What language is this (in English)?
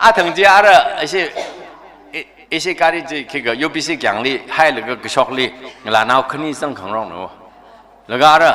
Tangkhul Naga (India)